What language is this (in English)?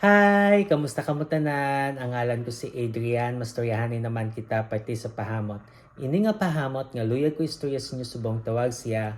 Hiligaynon